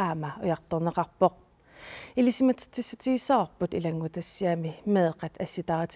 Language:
Kalaallisut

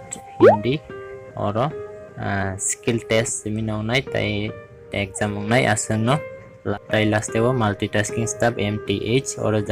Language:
Kok Borok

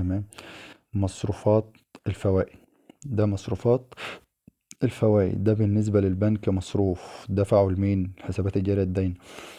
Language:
Egyptian Arabic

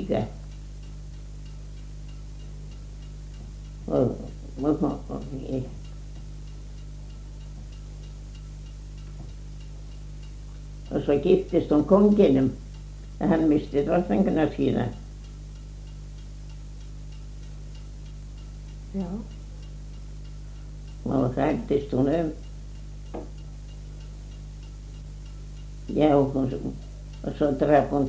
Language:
Icelandic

